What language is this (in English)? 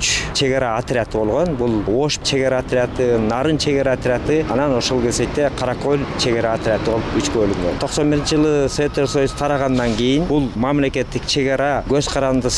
Kyrgyz